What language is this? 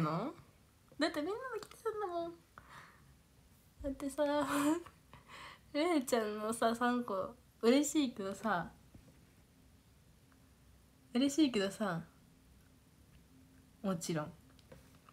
Japanese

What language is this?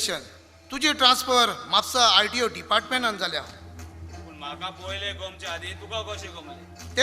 Konkani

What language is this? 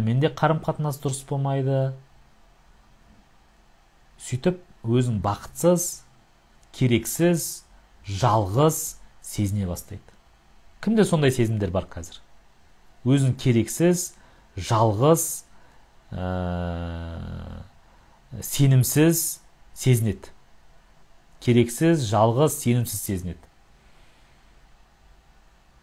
Kazakh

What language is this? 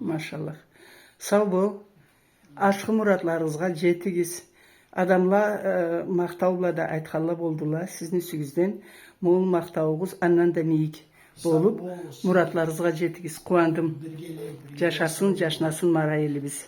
Karachay-Balkar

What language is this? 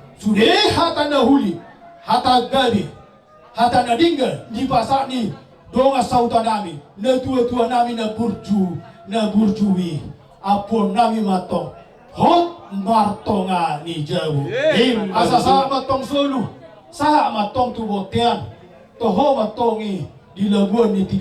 Batak Toba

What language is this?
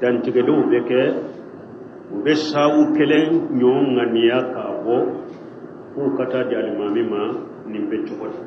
Bambara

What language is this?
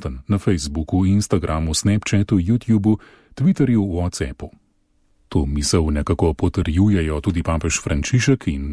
Slovenian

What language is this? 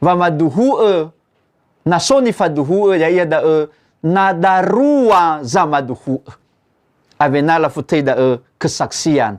Nias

